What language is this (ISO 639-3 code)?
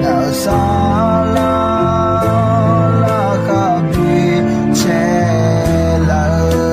ahk